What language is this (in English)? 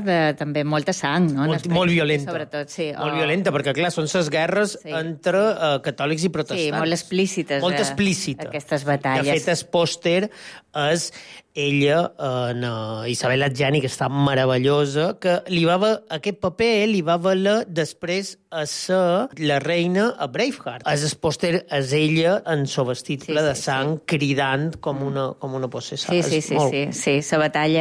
Catalan